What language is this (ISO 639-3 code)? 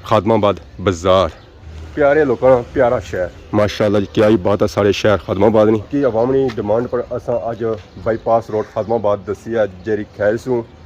phr